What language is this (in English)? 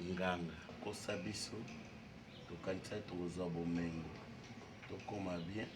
Lingala